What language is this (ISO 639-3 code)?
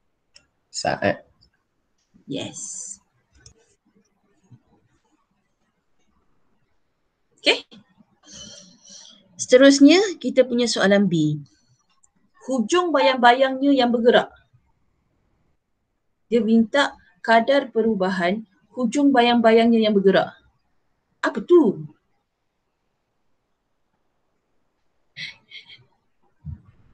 msa